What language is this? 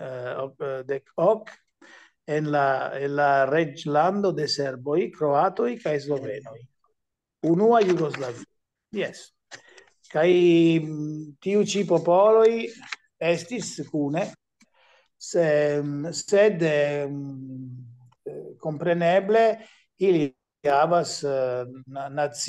Esperanto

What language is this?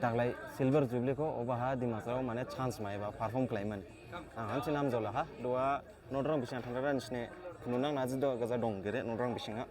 Dimasa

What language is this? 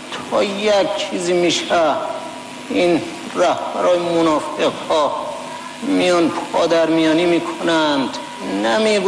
Persian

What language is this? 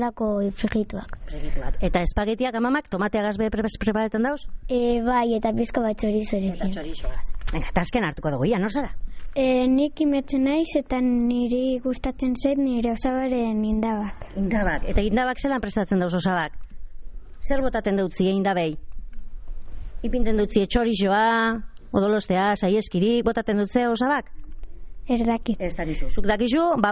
Basque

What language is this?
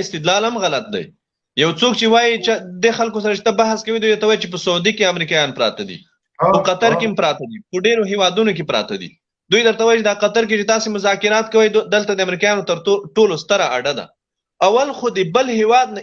Pashto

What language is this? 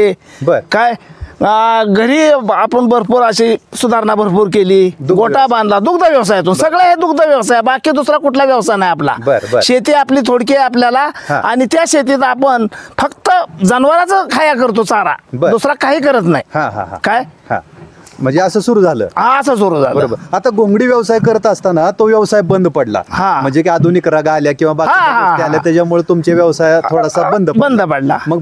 Marathi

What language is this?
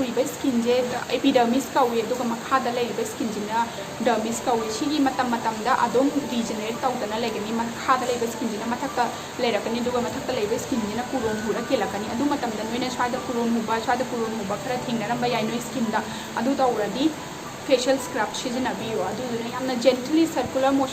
Manipuri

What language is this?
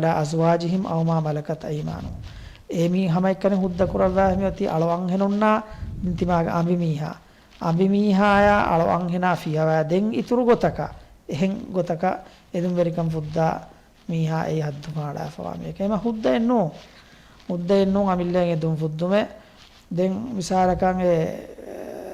Divehi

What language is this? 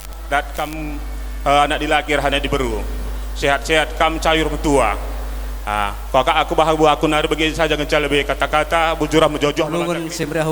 Batak Karo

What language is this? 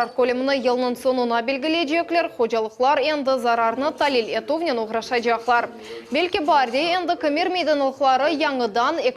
Crimean Tatar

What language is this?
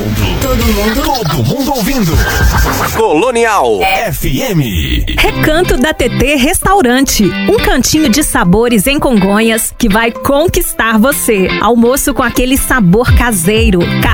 Portuguese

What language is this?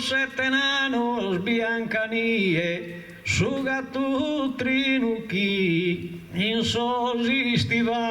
Sardinian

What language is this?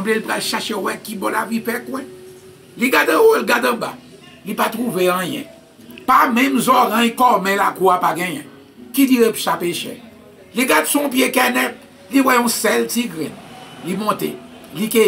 Haitian Creole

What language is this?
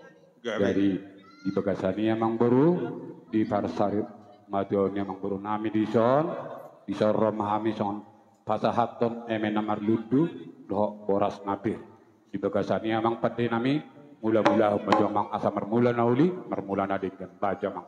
Batak Toba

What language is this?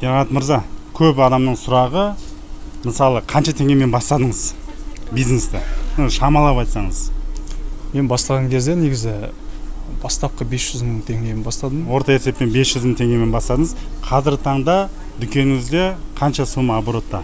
Kazakh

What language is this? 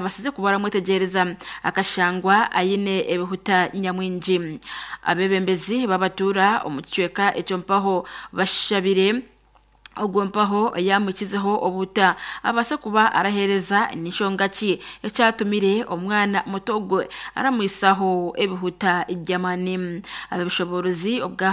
Nyankole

